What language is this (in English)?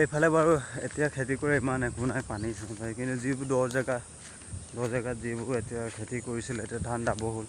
Assamese